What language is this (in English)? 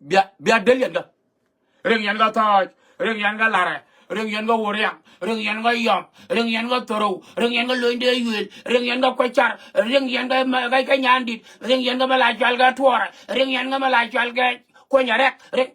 Nuer